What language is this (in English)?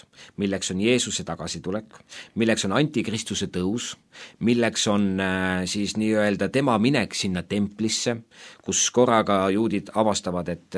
Estonian